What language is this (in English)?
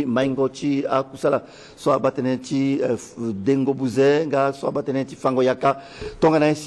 Sango